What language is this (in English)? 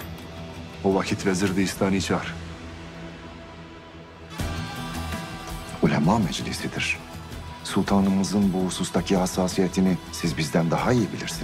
Turkish